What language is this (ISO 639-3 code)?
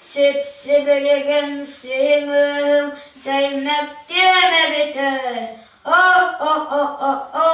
sah